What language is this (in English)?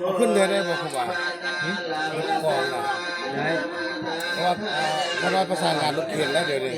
Northeastern Thai